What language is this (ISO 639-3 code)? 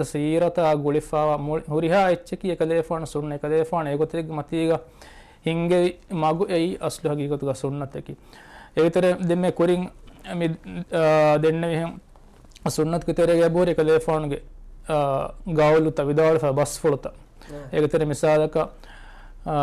div